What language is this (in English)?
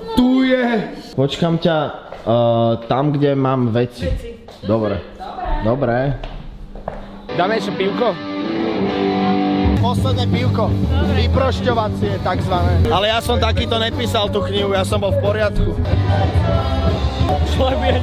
Slovak